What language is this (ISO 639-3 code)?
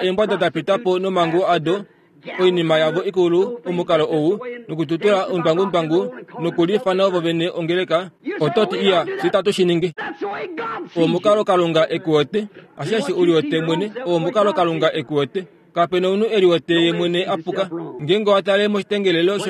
kua